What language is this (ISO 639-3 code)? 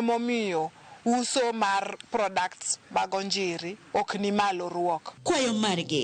luo